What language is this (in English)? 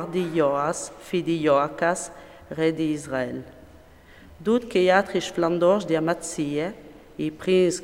Friulian